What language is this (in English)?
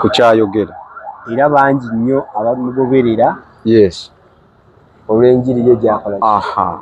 Ganda